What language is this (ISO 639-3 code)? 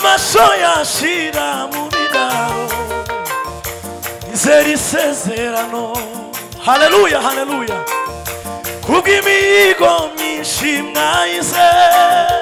kin